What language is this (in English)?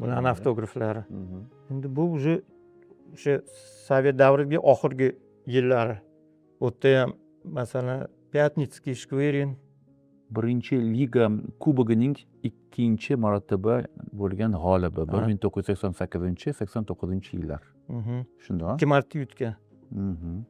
Uzbek